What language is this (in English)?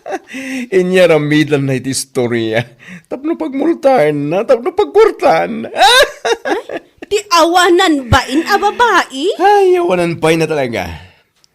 Iloko